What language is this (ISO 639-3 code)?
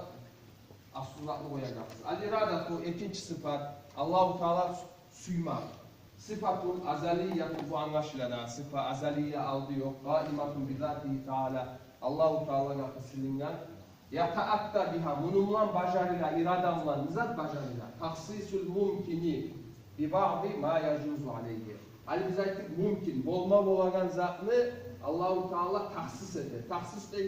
kum